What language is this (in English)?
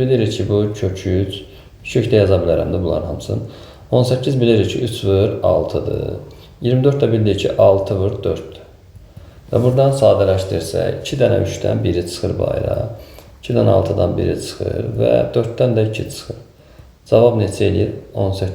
Azerbaijani